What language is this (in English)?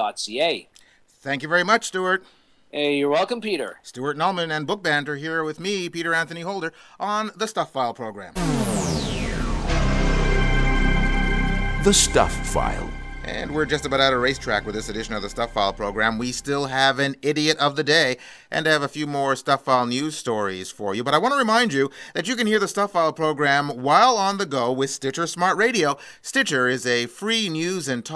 English